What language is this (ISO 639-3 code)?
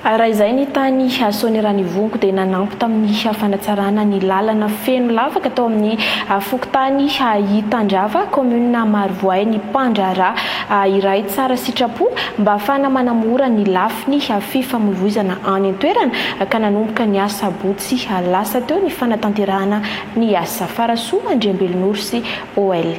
mlg